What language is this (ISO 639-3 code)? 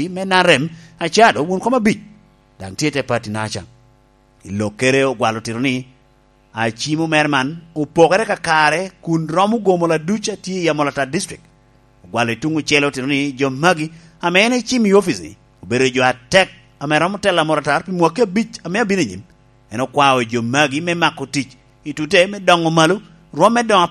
laj